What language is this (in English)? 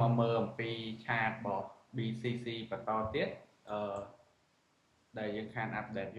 Khmer